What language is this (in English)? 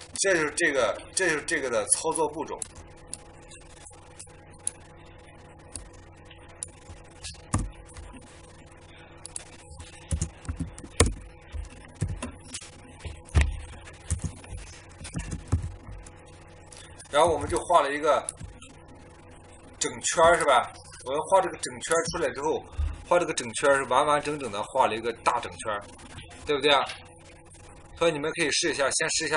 Chinese